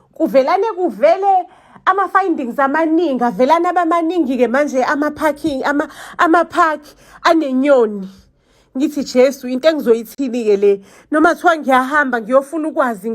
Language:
Zulu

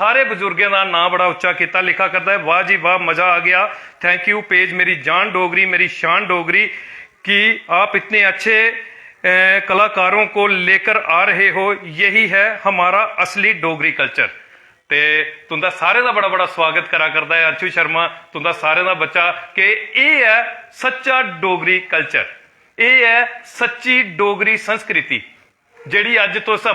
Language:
Dogri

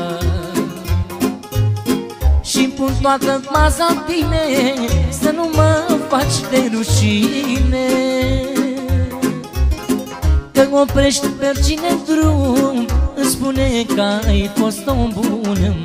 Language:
Romanian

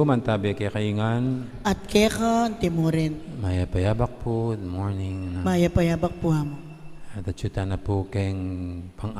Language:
Pampanga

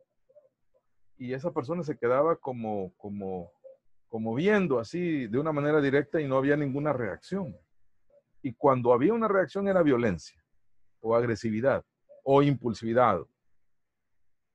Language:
Spanish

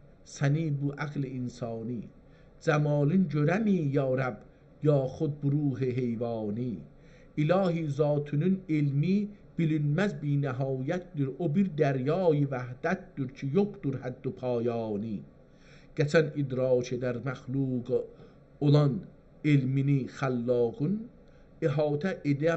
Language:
South Azerbaijani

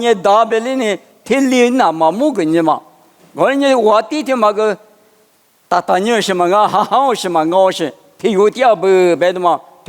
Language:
Lisu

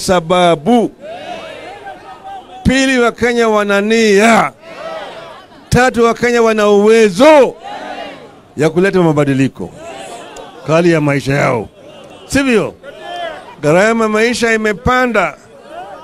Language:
Swahili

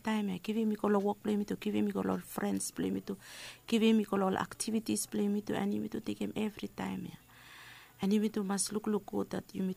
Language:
Bislama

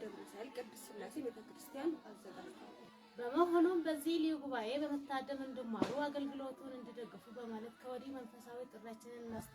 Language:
Amharic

